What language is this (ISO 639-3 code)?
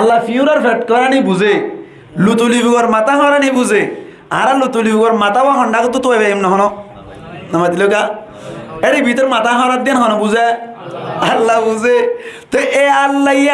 rhg